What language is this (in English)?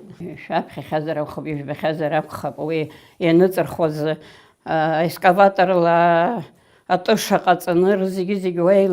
Abkhazian